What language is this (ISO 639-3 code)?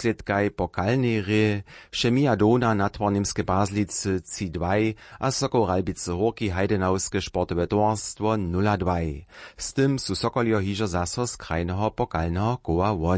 hsb